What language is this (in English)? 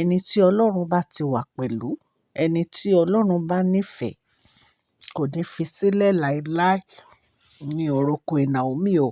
Yoruba